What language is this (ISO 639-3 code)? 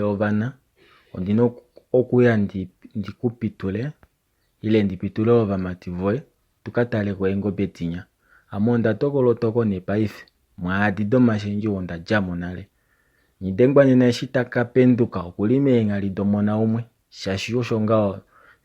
kua